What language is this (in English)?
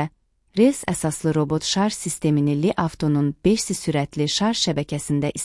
Azerbaijani